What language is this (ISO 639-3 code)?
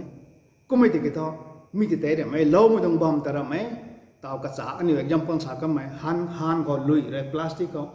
nbu